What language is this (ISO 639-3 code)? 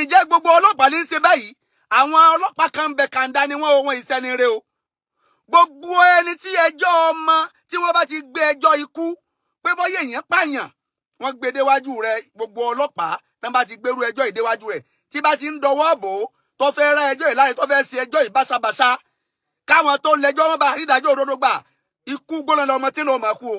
yor